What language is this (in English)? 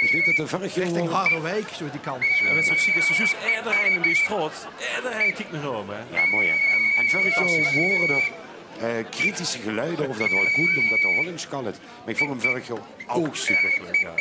Limburgish